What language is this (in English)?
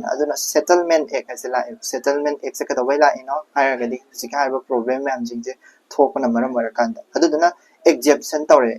Manipuri